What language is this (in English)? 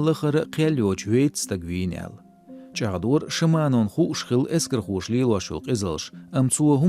Chechen